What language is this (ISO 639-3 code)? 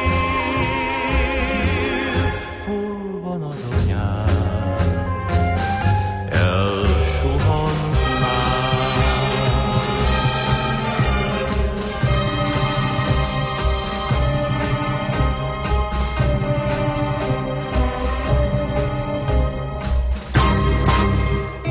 hun